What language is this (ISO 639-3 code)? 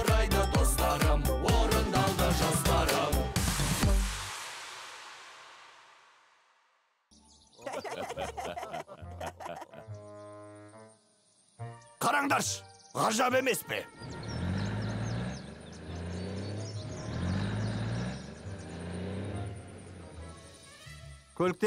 kaz